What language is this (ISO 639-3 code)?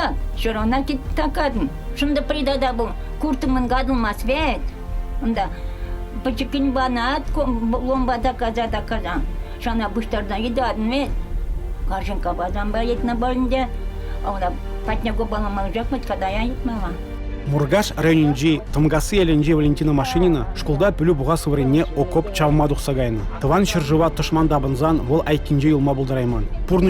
chv